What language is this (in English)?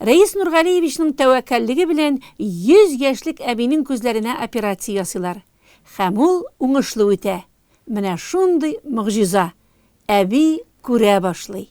Tatar